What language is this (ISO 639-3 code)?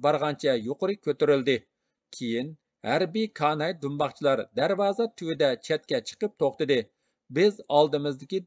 uig